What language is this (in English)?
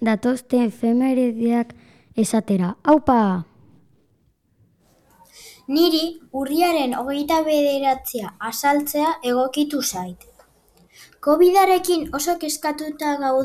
Basque